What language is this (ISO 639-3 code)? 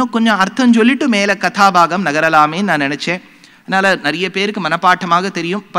tam